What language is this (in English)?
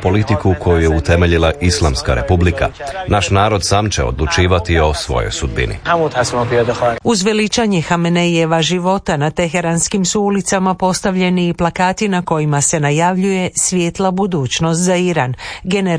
Croatian